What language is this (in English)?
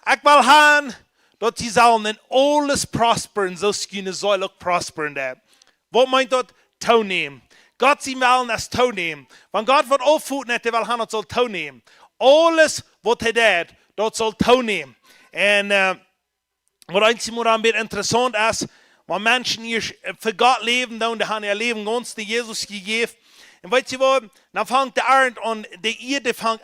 Plautdietsch